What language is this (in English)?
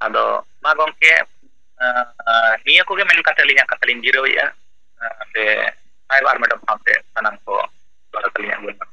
Santali